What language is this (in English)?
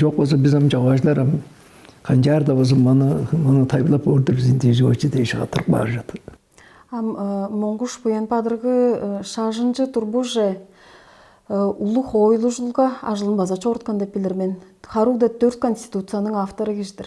Tuvinian